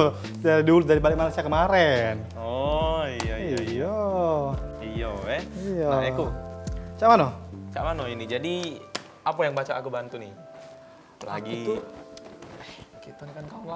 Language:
Musi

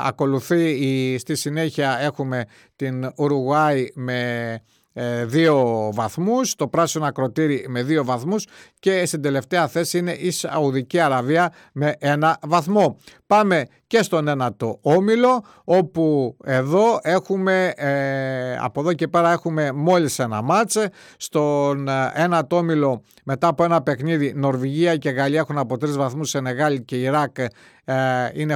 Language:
Greek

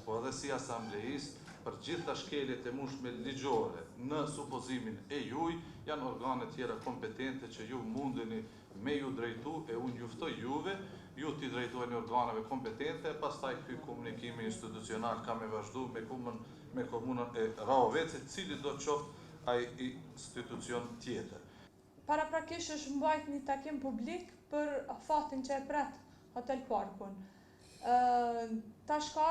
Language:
Albanian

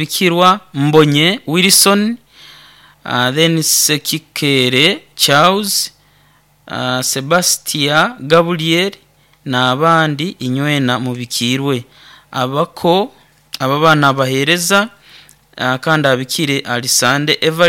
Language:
Nyoro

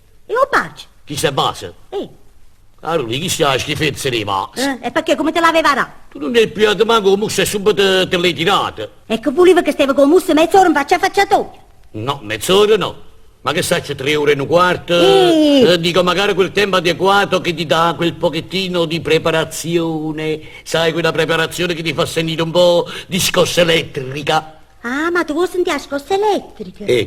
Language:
Neapolitan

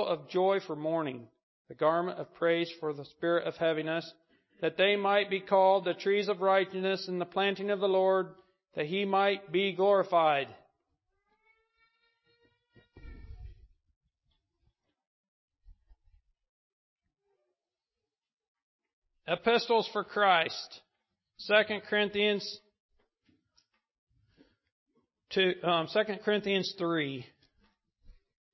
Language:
English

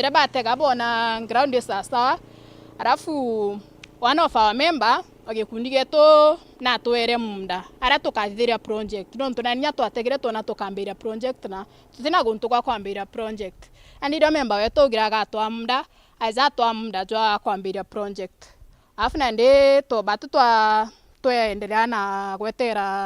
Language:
Meru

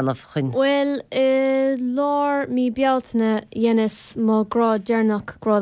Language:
Irish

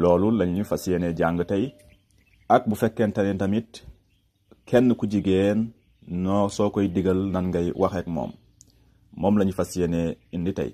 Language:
Wolof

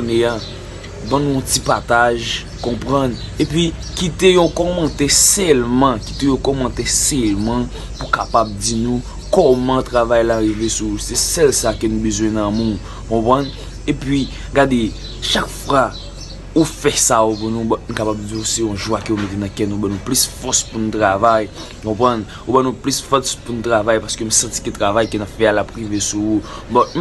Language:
Haitian Creole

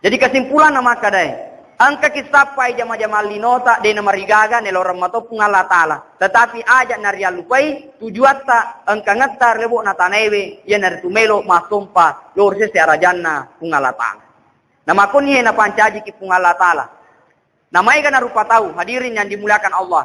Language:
Buginese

